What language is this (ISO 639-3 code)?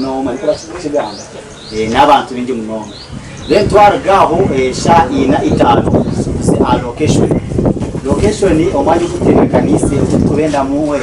nyn